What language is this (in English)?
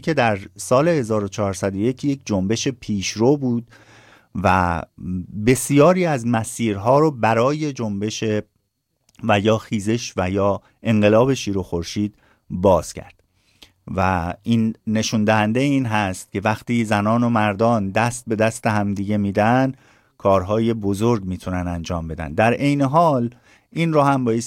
Persian